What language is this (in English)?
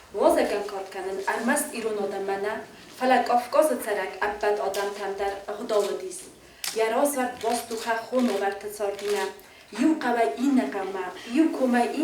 Ossetic